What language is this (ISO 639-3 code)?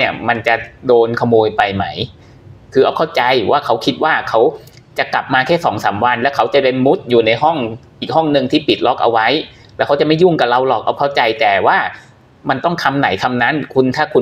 tha